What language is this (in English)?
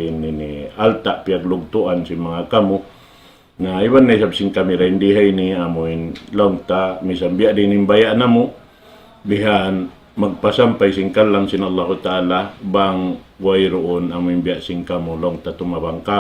Tausug